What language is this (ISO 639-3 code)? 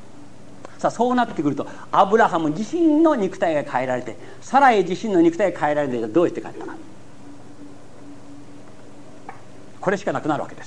jpn